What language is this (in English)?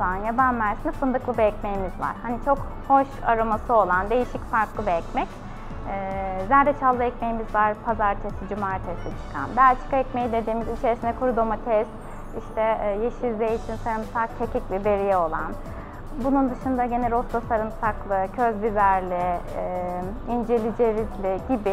Turkish